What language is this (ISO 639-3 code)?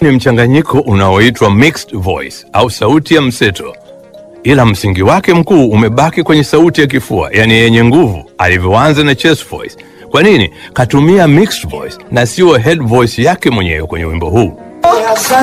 swa